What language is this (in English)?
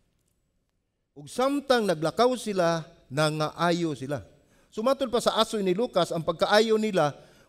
Cebuano